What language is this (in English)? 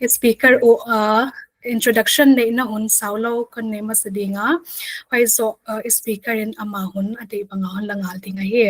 Paite Chin